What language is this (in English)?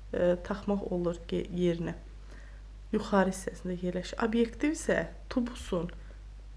Azerbaijani